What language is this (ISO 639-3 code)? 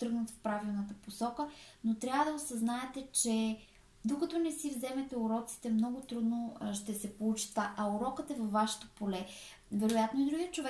bul